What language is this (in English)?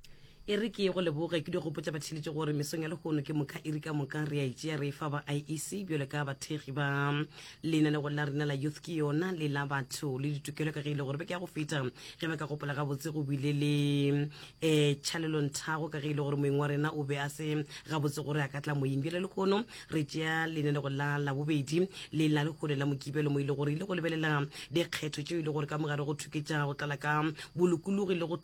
Northern Sotho